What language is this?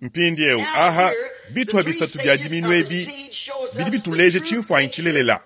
Luba-Lulua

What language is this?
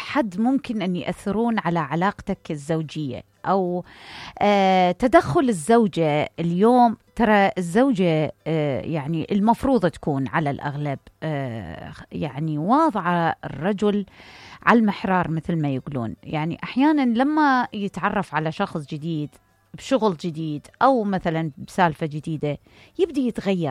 Mesopotamian Arabic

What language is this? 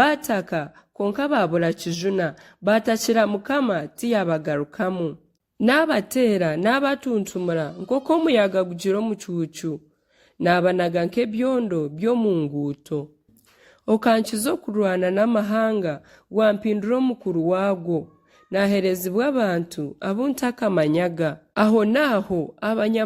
Nyankole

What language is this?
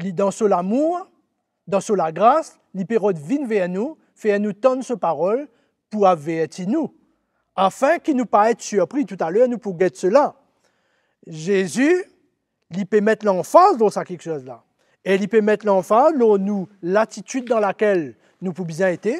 Morisyen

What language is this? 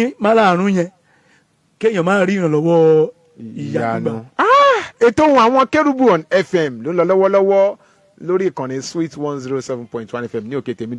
Yoruba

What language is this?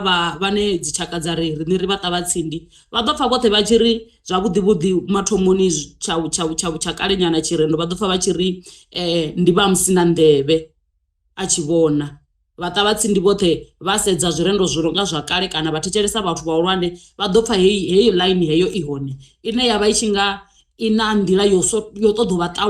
Venda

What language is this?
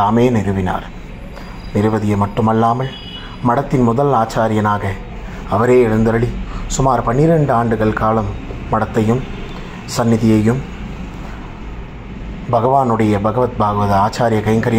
Tamil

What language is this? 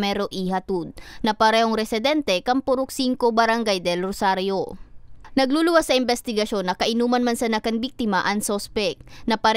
Bikol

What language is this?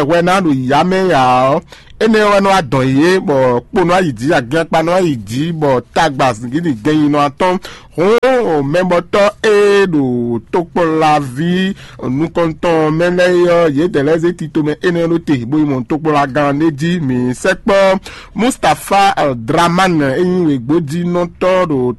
Fon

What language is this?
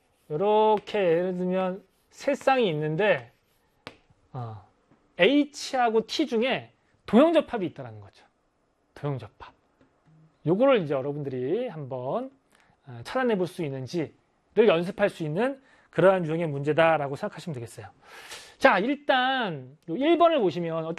Korean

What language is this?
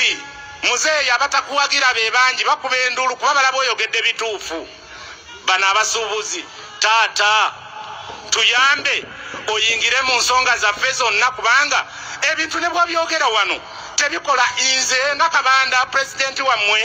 Ganda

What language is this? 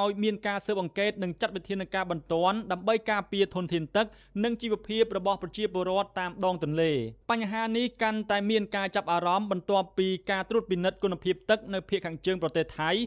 Khmer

